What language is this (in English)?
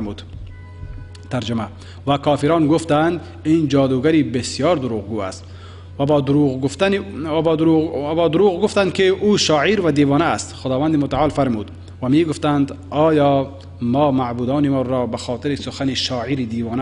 Persian